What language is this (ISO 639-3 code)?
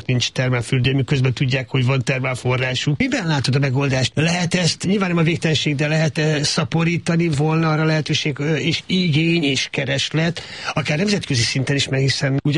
hun